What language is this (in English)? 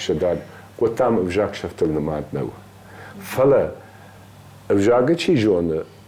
Ossetic